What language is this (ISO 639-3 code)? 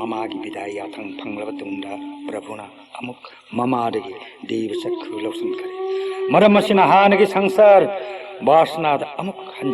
mni